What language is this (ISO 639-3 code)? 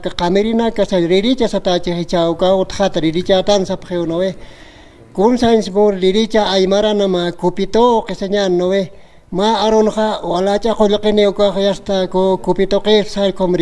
aym